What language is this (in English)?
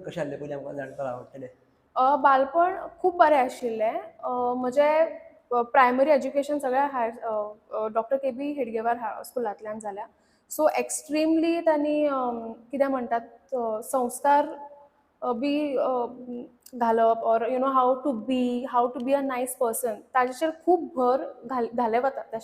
Konkani